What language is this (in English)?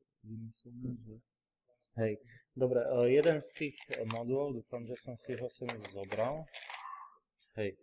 Slovak